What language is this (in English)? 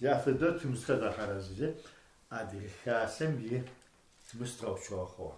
Adyghe